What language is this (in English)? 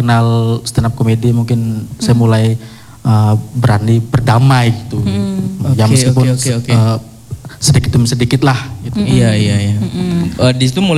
Indonesian